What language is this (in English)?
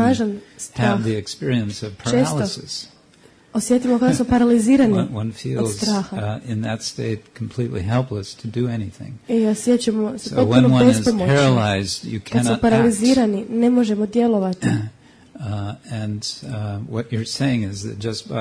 Croatian